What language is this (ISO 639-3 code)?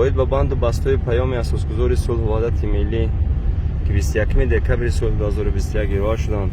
tgk